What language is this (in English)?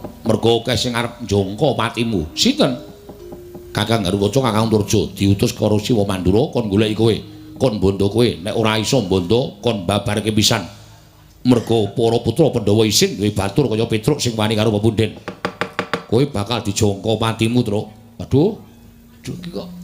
Javanese